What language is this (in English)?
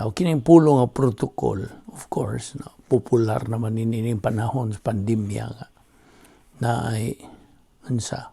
Cebuano